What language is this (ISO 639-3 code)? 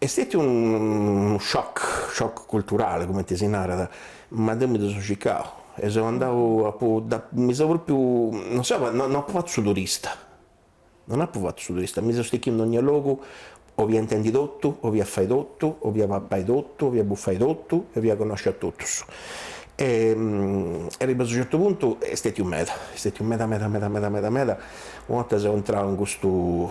srd